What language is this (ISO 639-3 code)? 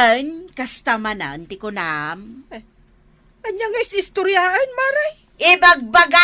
ilo